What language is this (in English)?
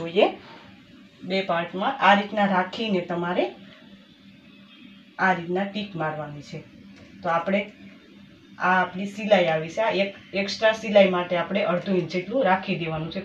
Gujarati